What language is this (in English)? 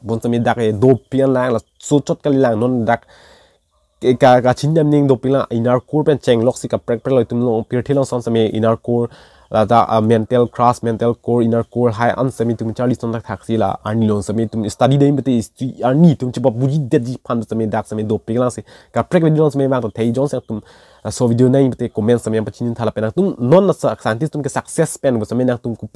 Karbi